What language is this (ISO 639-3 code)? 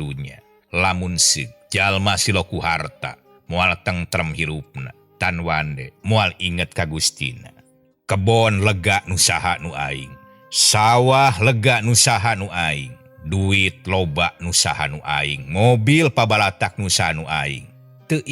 sun